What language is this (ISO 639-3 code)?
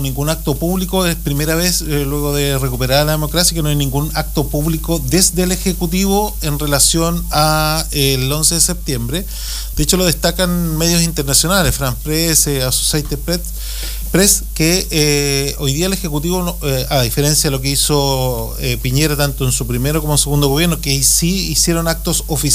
spa